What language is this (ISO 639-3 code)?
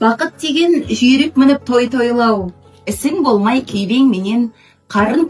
kaz